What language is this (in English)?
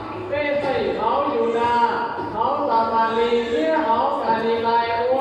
Hmong